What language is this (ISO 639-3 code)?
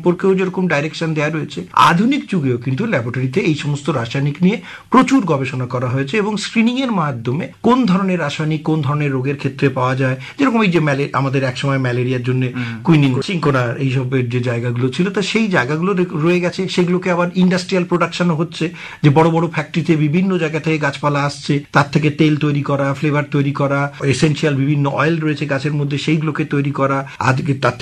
ben